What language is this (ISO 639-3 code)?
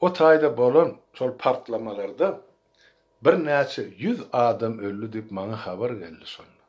tuk